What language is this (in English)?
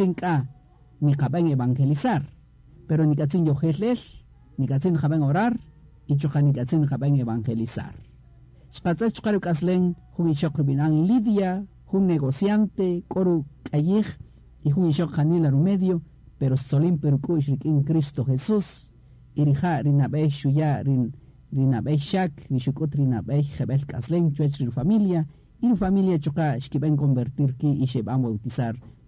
Kaqchikel